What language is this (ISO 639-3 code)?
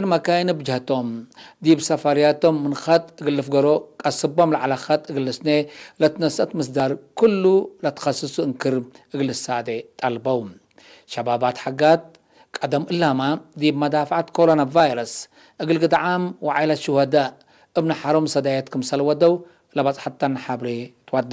tig